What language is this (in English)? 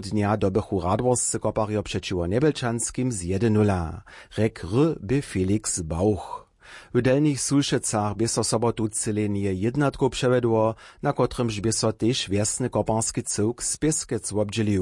Upper Sorbian